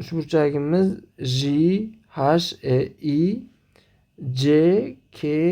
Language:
Uzbek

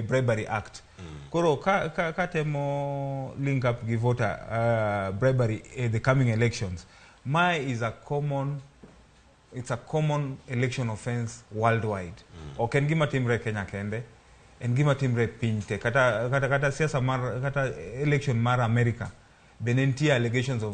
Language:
Luo (Kenya and Tanzania)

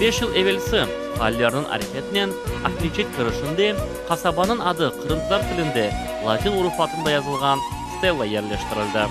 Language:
Crimean Tatar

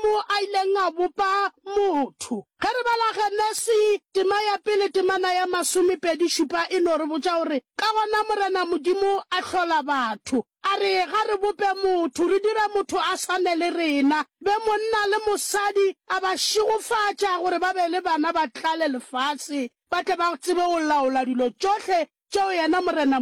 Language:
Northern Sotho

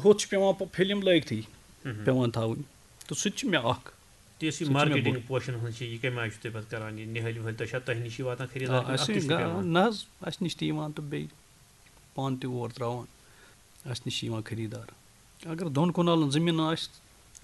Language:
Kashmiri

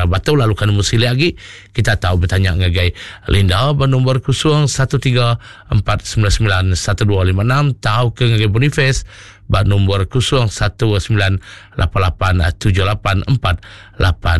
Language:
Iban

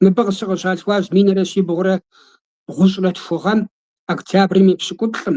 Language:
Kabardian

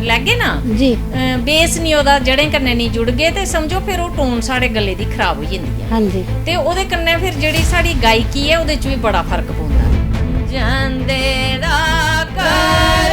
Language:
Dogri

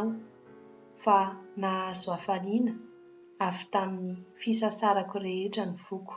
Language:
Malagasy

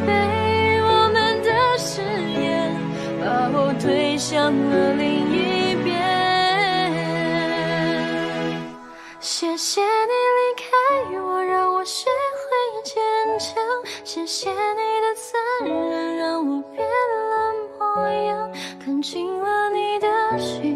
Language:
Chinese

